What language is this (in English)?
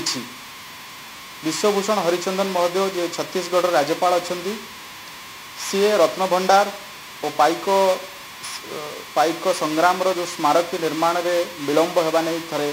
Odia